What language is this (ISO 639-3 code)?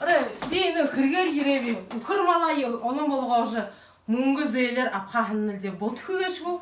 bua